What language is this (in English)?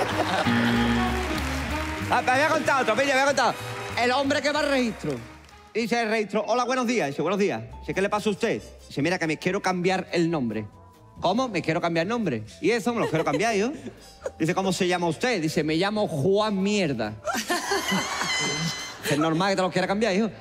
Spanish